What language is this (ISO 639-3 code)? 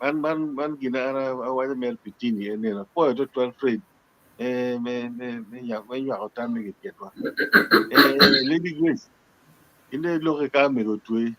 ach